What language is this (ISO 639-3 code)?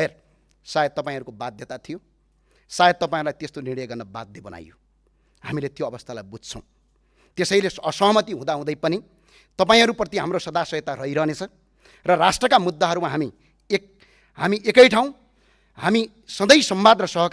nep